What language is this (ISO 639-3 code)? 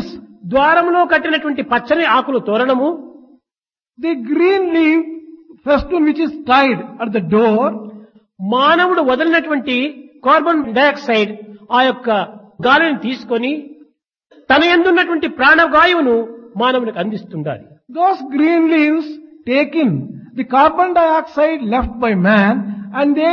tel